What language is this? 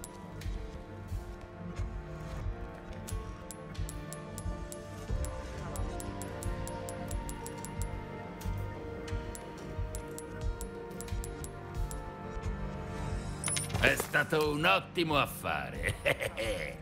Italian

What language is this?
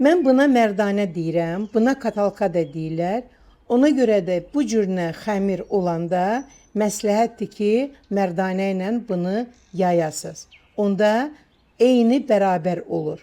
Azerbaijani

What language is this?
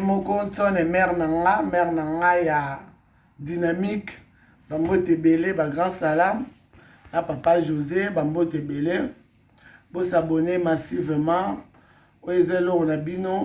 Lingala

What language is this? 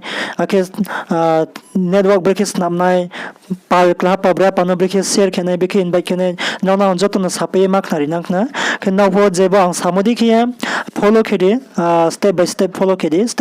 Riang (India)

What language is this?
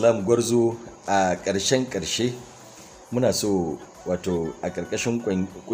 Hausa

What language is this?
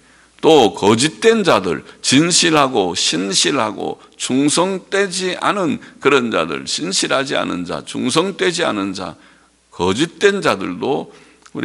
Korean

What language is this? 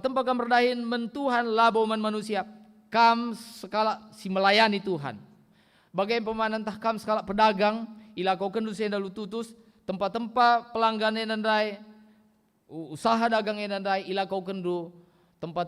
Batak Karo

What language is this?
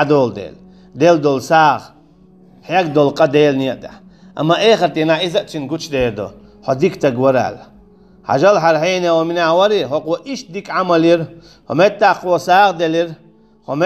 Chechen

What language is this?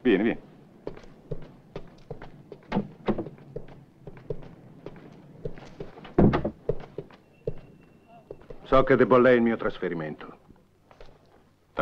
Italian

